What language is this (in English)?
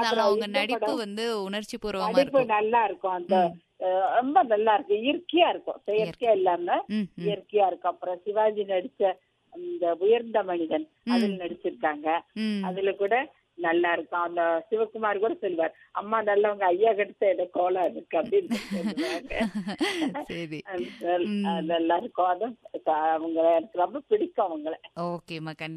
Tamil